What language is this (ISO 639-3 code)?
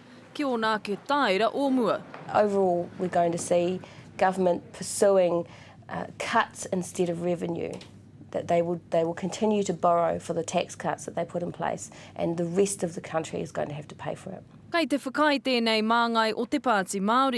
mri